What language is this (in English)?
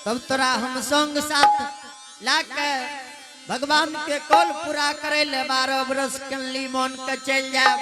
Angika